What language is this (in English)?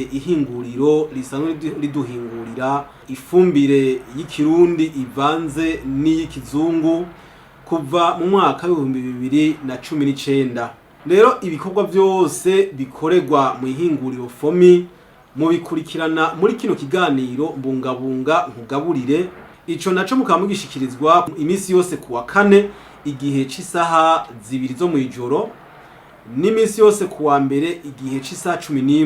Rundi